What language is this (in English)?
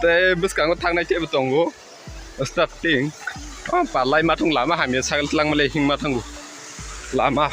Kok Borok